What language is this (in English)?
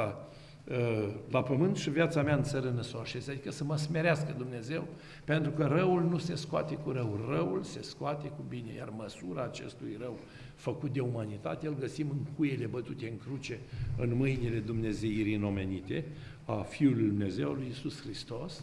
Romanian